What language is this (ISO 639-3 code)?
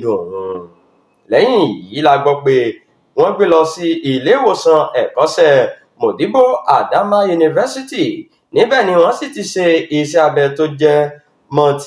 yor